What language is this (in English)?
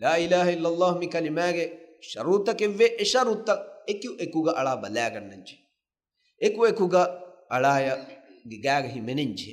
Divehi